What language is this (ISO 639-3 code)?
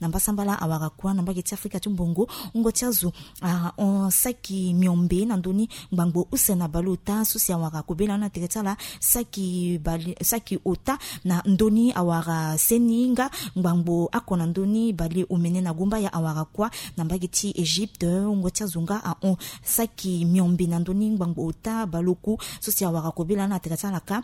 sag